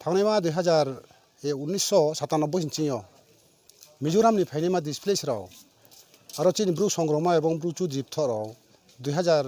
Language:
Riang (India)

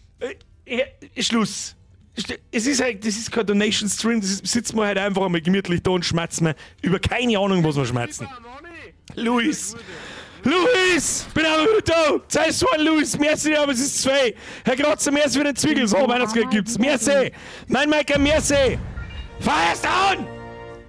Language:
Bavarian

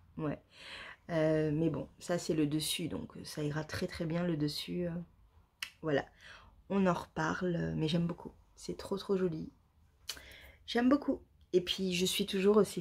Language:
French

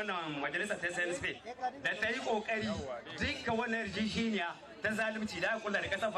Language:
Hausa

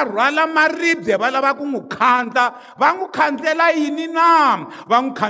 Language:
Tsonga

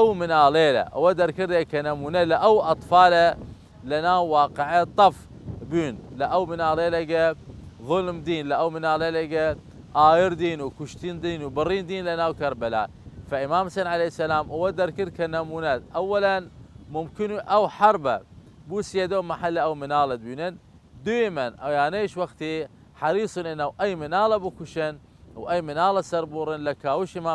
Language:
Southern Kurdish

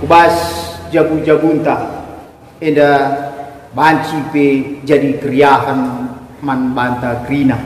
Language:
Batak Karo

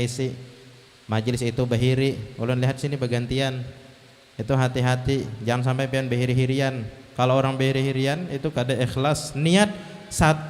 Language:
Banjar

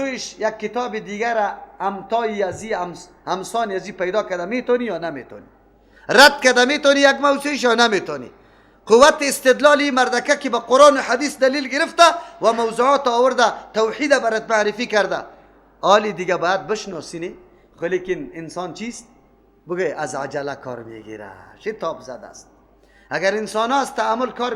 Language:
Persian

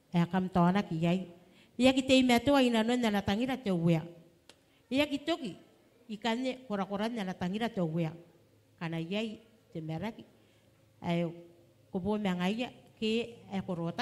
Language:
Gilbertese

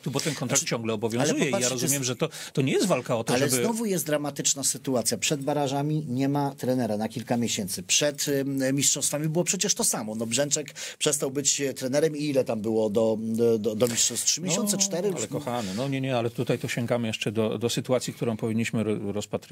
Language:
Polish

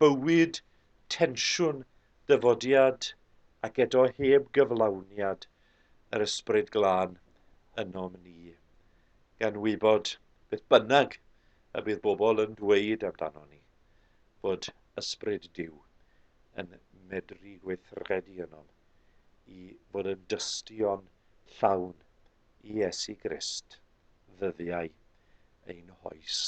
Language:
Welsh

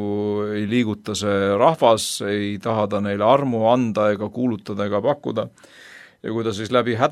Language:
Estonian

